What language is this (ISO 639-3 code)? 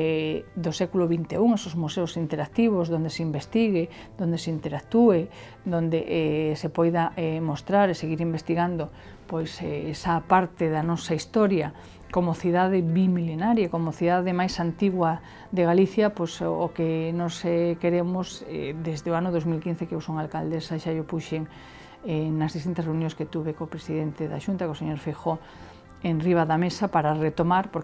glg